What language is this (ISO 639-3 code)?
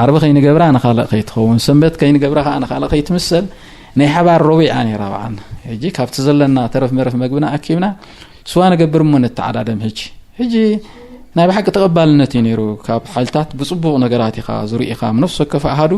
tir